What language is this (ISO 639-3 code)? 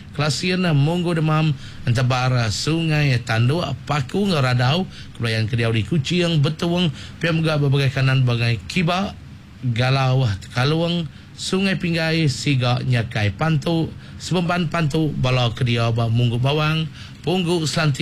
iba